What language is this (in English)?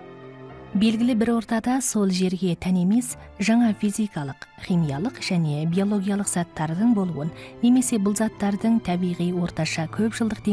Kazakh